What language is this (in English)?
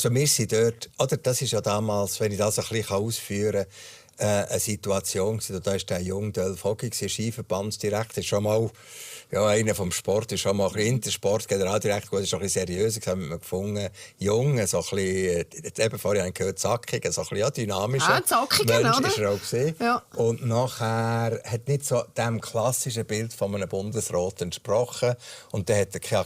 Swiss German